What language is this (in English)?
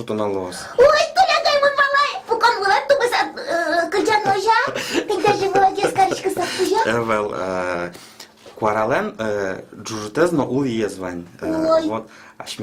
Udmurt